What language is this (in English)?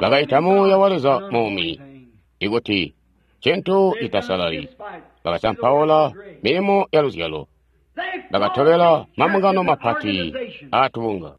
Tonga (Zambia)